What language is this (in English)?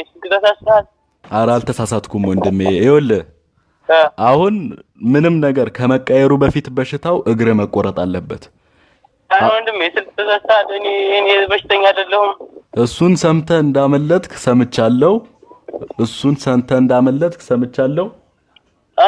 Amharic